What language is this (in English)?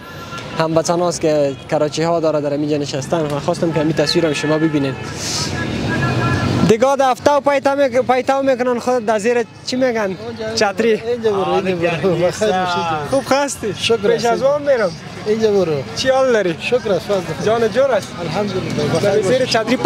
Persian